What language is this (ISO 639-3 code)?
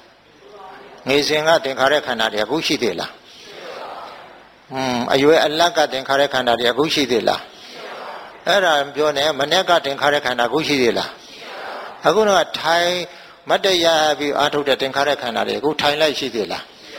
mya